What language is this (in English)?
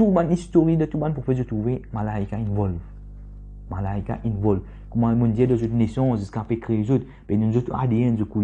Morisyen